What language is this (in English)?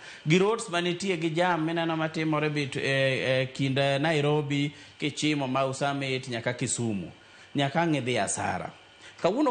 Luo (Kenya and Tanzania)